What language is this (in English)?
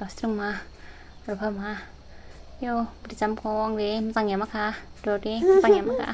Dimasa